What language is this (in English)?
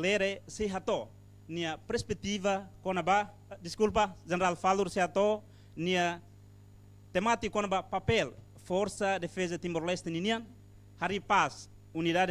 Tetum